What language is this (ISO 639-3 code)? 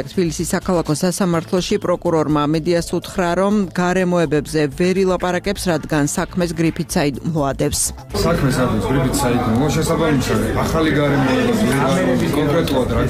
kat